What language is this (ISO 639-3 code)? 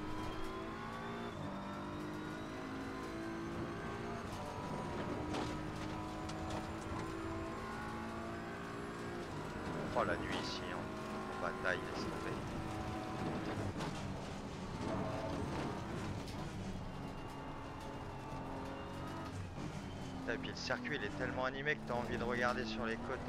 fra